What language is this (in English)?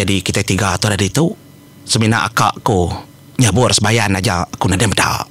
Iban